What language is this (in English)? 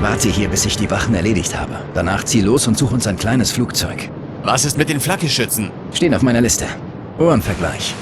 Bavarian